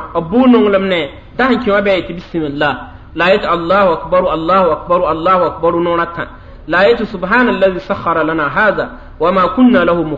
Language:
Mossi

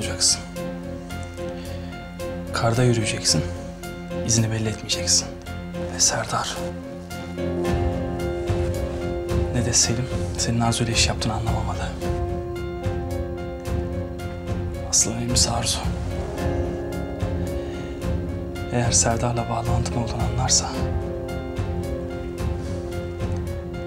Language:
Turkish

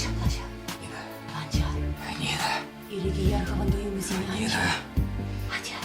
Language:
Chuvash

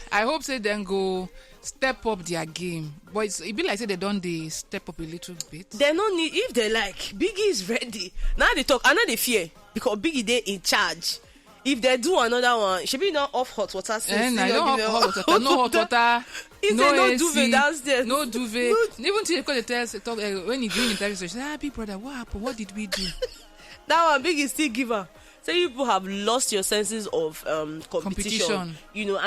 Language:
Nigerian Pidgin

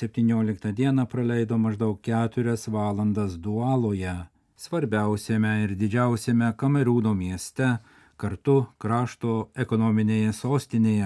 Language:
Lithuanian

